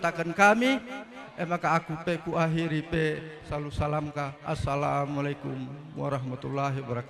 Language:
Batak Karo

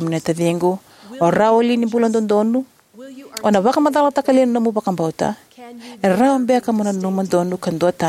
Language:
Fijian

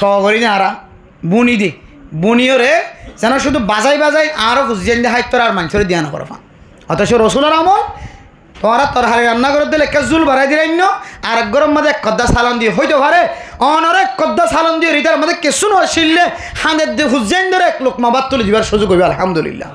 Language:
Rohingya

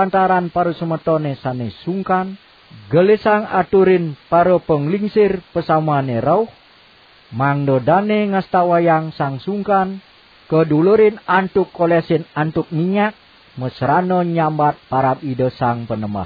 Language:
Balinese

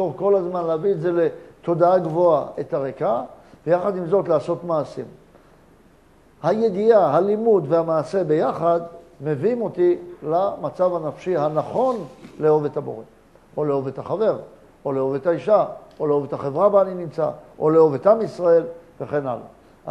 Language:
Hebrew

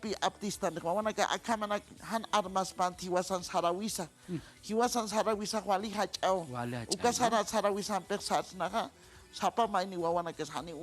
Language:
Aymara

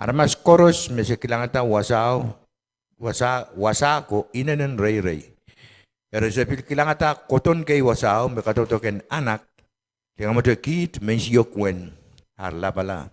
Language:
Pohnpeian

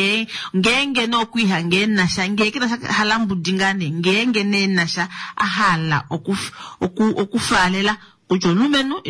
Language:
Kuanyama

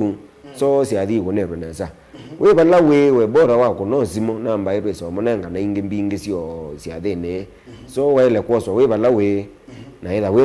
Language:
Kamba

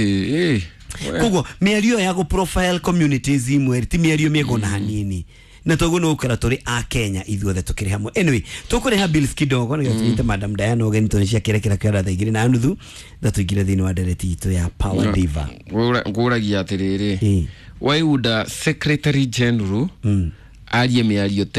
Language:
Kikuyu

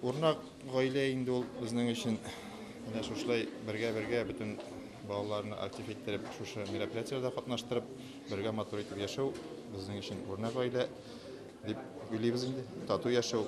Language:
Tatar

